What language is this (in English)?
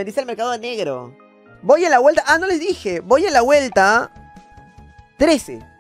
Spanish